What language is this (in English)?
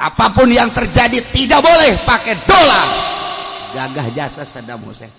Sundanese